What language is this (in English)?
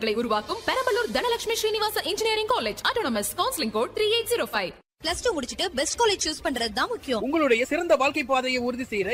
Tamil